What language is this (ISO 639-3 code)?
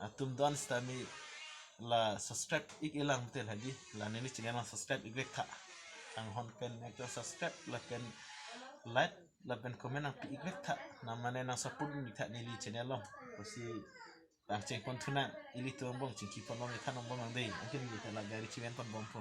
mjw